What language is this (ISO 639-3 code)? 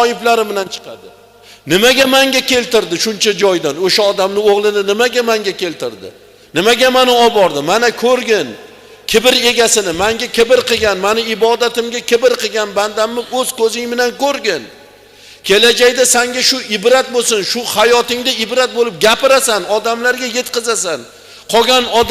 uzb